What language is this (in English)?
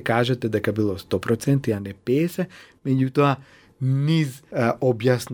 Macedonian